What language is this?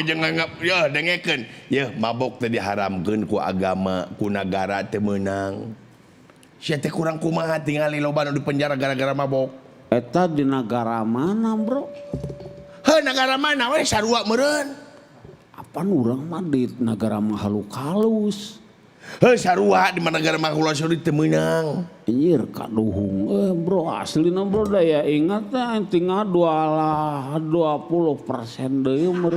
Sundanese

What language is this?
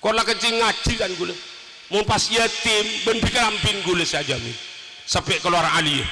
Madurese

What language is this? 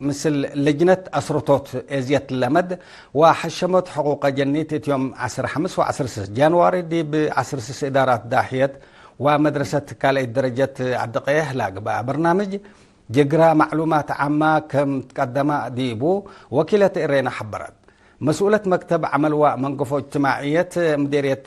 Tigre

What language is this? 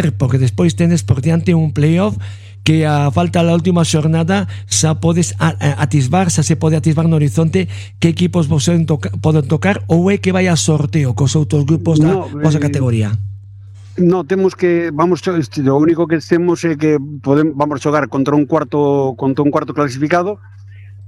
Galician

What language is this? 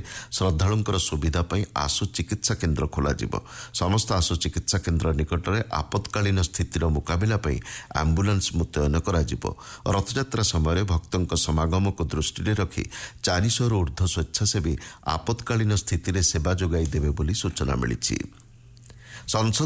Odia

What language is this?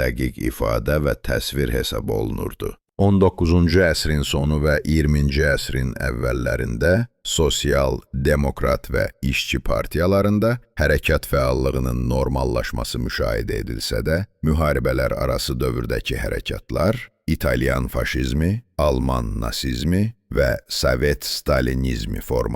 South Azerbaijani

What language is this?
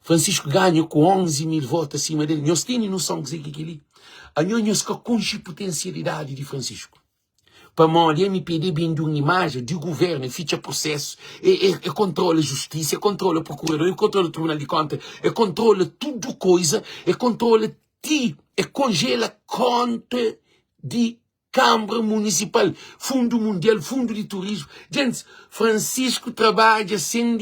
Kabuverdianu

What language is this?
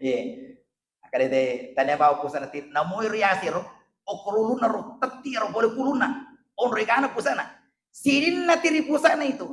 Buginese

